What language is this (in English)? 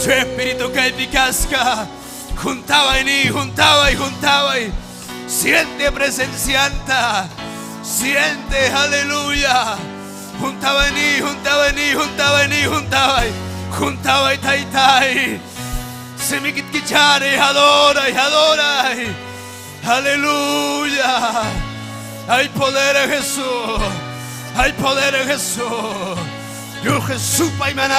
Ayacucho Quechua